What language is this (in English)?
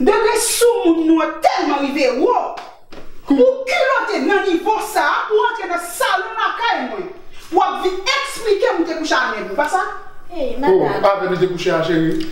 Haitian Creole